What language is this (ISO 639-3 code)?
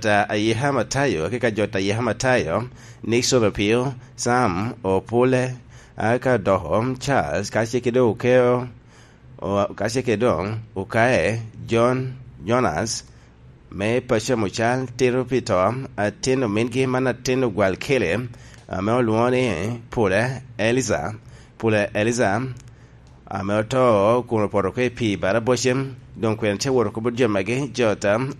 laj